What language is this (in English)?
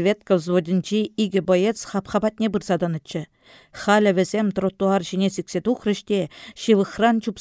Chuvash